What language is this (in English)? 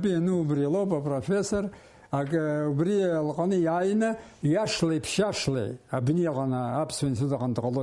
Abkhazian